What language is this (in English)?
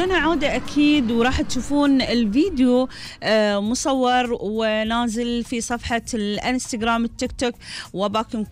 Gulf Arabic